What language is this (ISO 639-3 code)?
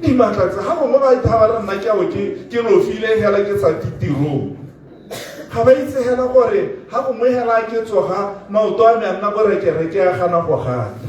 tsn